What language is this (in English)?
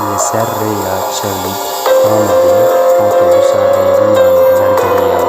Kurdish